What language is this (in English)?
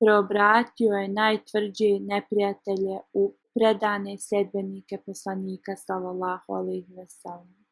Bosnian